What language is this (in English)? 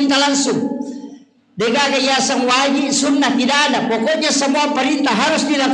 Buginese